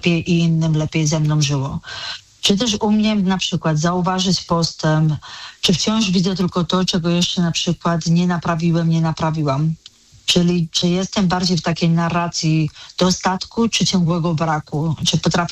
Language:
Polish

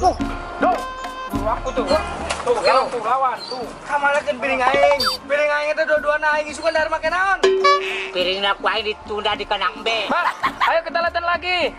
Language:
Sundanese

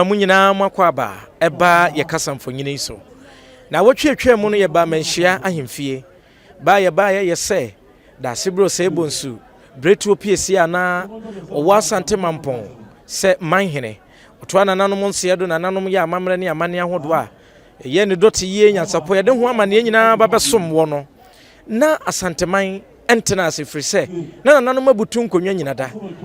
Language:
Akan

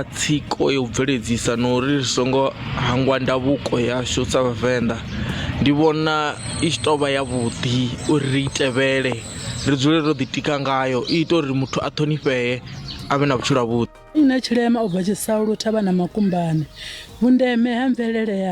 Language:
Venda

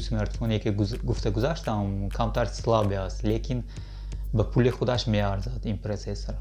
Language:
Tajik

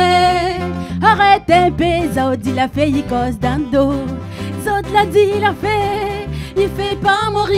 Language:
Réunion Creole French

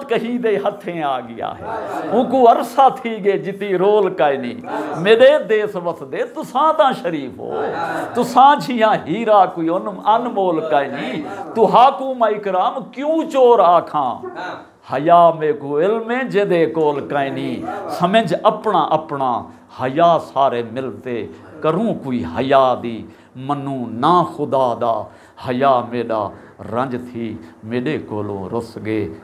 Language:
Saraiki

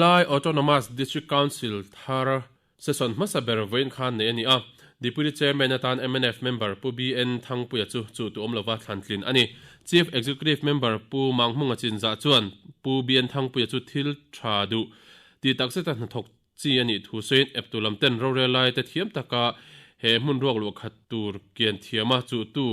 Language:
Mizo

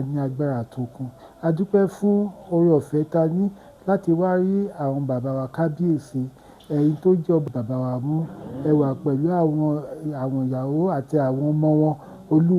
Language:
Yoruba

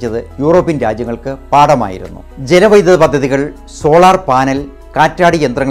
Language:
Malayalam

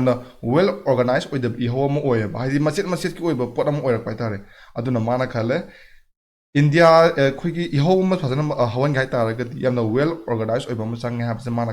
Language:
Manipuri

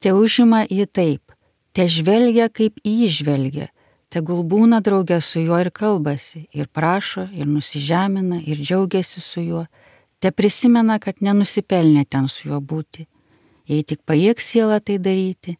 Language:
Lithuanian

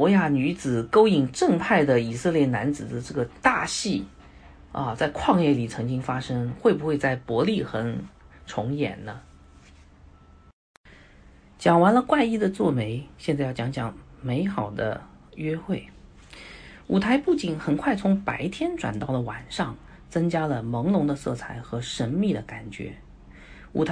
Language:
Chinese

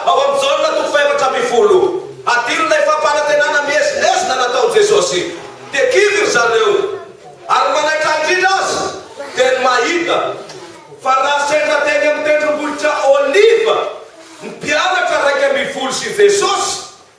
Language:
Malagasy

